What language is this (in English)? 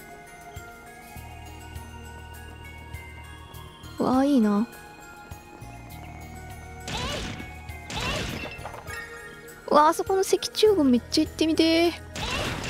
Japanese